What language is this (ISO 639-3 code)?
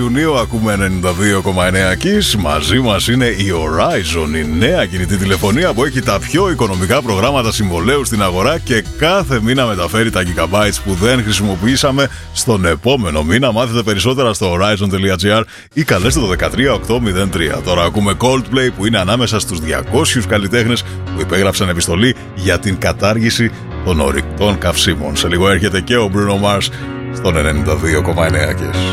ell